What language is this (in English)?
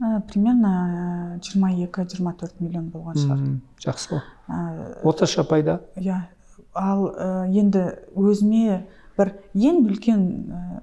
Kazakh